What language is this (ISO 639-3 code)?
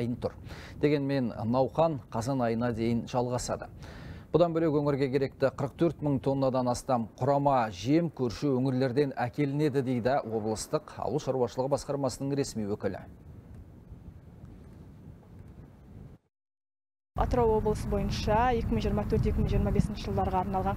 kaz